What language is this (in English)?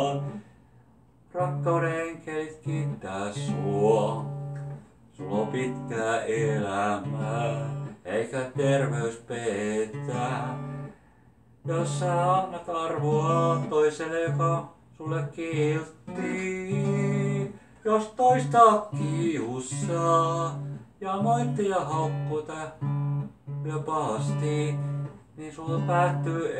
Finnish